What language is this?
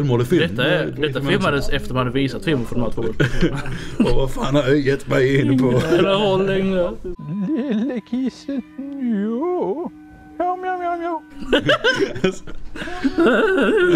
Swedish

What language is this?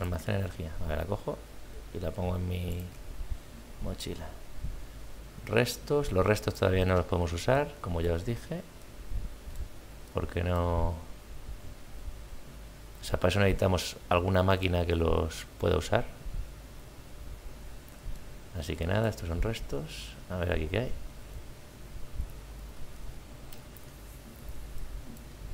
Spanish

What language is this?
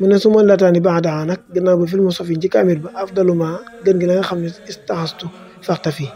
Wolof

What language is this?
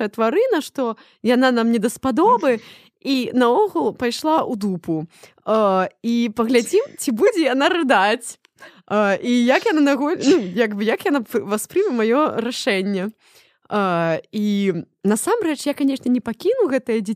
Belarusian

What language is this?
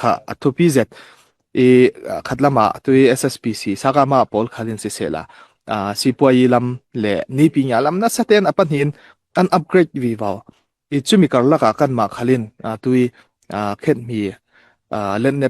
Falam Chin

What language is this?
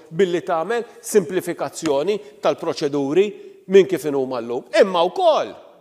Maltese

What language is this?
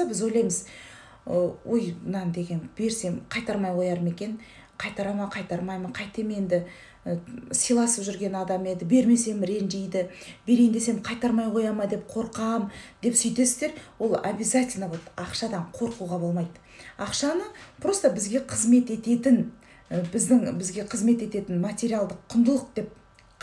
Kazakh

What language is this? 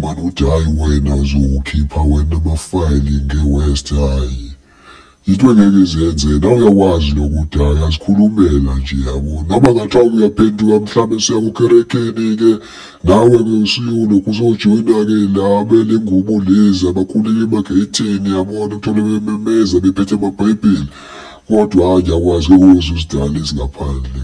Zulu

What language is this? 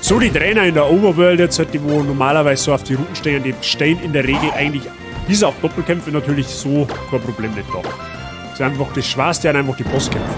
Bavarian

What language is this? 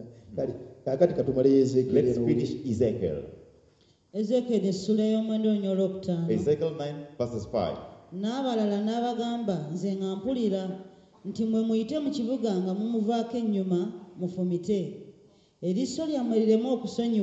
Ganda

